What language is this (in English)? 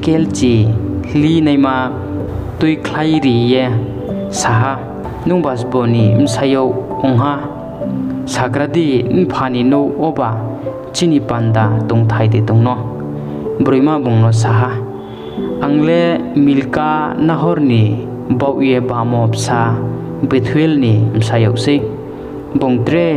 Riang (India)